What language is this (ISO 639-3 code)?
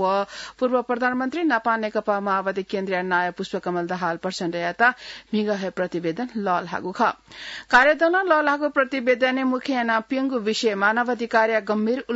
new